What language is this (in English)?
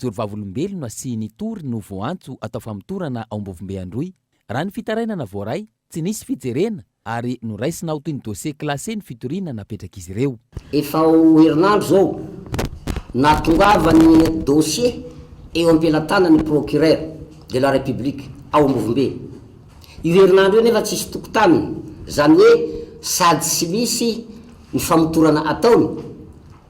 Malagasy